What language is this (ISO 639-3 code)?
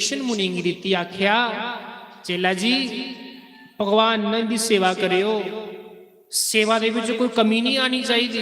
doi